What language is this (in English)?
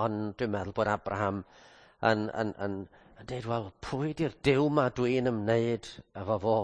Welsh